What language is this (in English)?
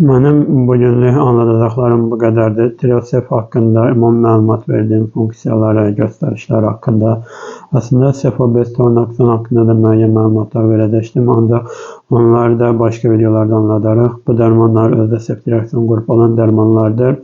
Azerbaijani